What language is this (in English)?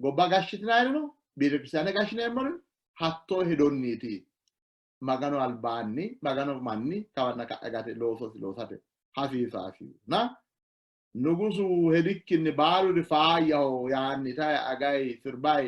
Sidamo